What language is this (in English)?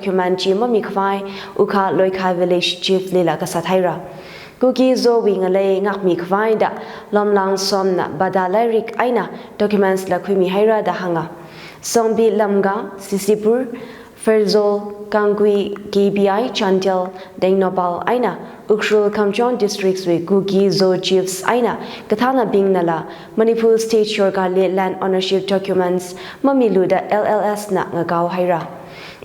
Tangkhul Naga (India)